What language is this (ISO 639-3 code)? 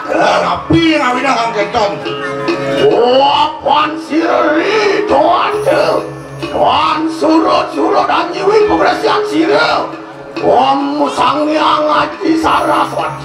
ban